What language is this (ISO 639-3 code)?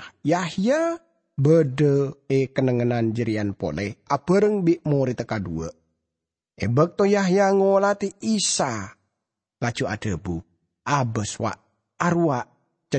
mad